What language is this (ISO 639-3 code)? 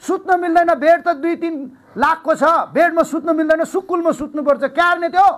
nep